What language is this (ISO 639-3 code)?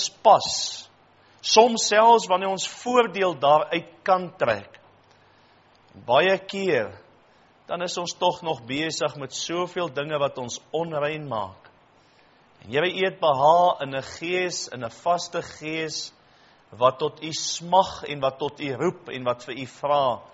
afr